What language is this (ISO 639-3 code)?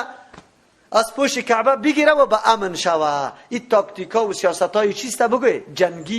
fas